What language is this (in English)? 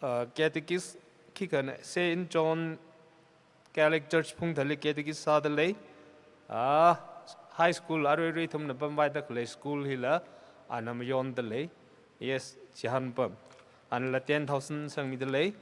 Tangkhul Naga (India)